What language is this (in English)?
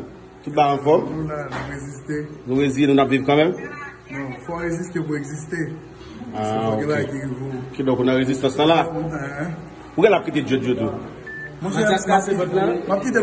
Haitian Creole